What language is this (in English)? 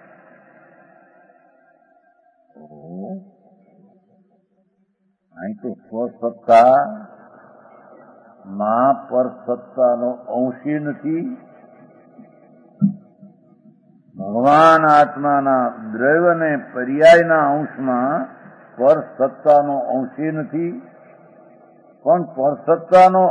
Gujarati